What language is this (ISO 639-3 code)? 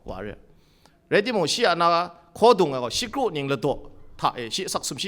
kac